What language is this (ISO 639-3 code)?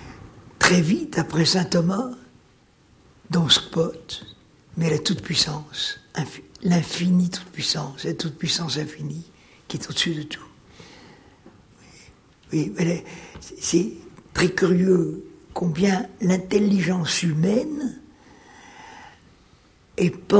fra